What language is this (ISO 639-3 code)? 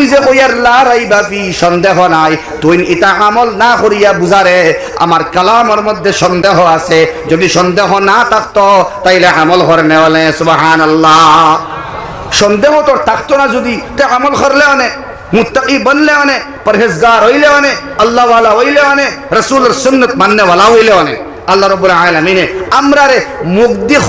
syl